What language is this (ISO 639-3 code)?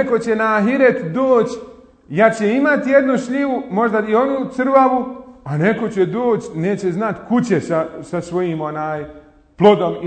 bos